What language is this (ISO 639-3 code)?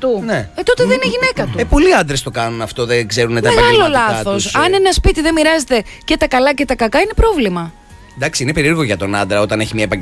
ell